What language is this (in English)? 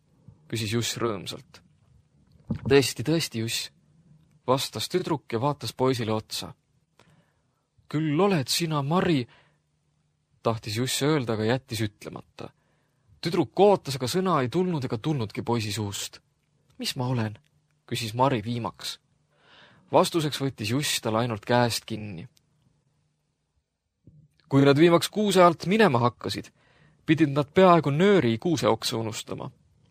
Estonian